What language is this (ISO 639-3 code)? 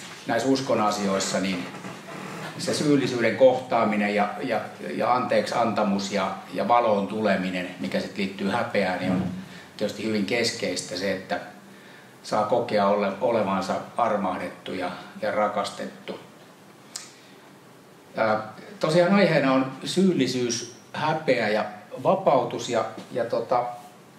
fin